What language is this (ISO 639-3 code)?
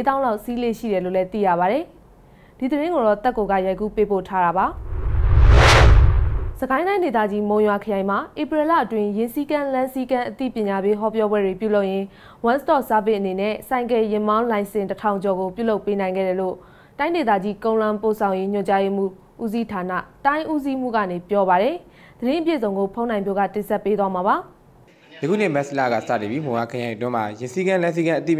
mya